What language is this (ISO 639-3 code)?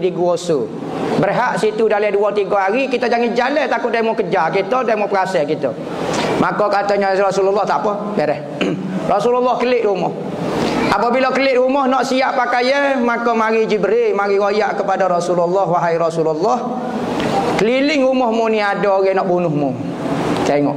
msa